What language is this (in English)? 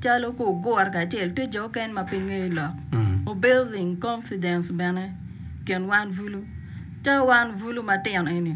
Acoli